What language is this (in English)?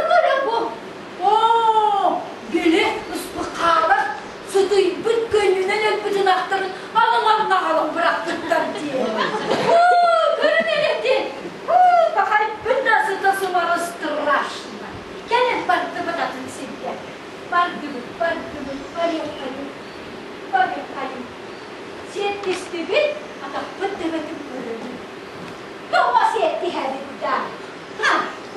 Yakut